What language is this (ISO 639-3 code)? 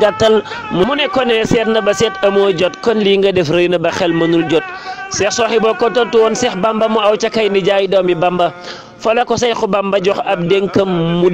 wol